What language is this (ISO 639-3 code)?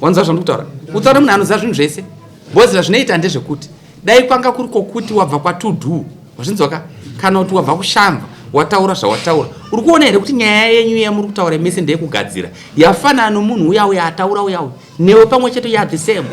sna